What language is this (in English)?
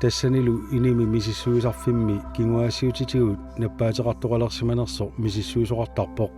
Kalaallisut